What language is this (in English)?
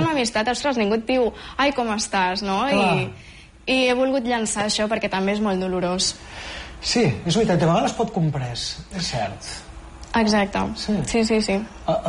Catalan